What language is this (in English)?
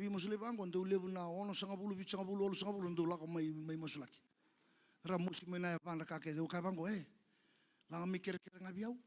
Fijian